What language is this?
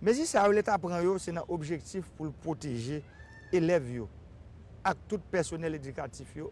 Haitian Creole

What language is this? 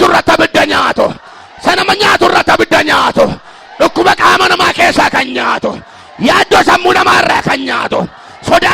Oromo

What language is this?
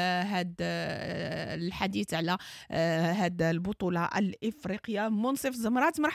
Moroccan Arabic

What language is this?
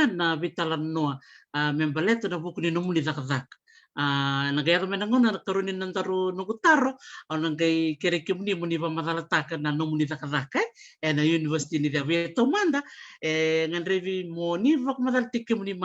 Fijian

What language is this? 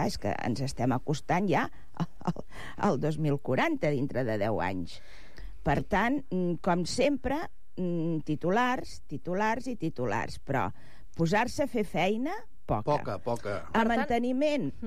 Catalan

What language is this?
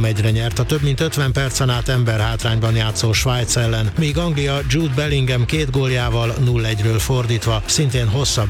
Hungarian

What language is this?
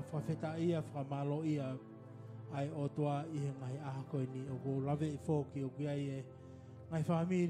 Tongan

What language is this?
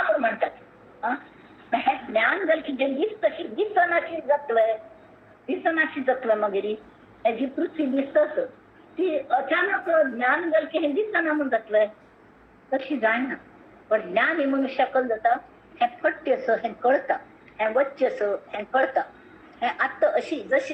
Konkani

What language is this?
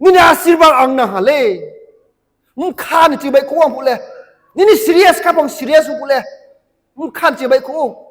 Riang (India)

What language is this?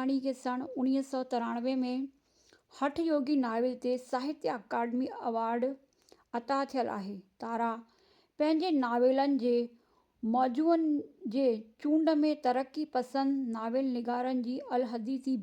Sindhi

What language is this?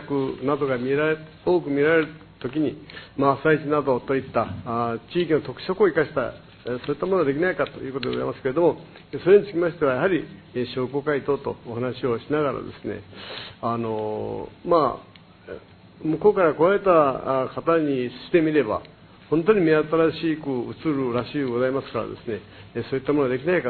Japanese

